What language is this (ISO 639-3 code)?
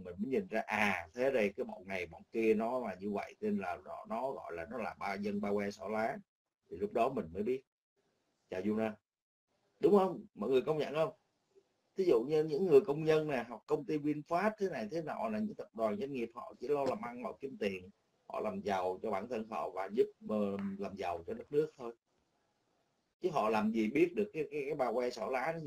vie